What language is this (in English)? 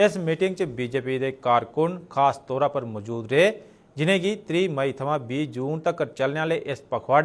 Dogri